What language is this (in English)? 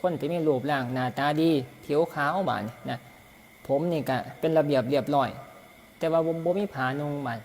Northeastern Thai